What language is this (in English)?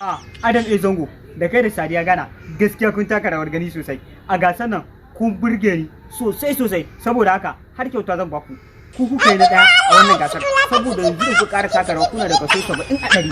Hausa